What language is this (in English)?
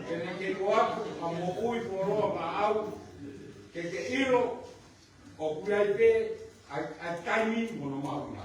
Tongan